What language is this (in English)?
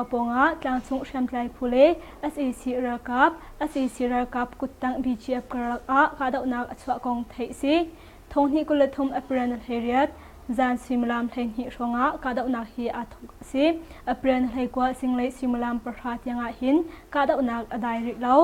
Hakha Chin